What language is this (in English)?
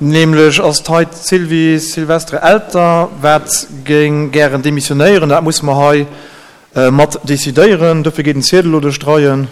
Luxembourgish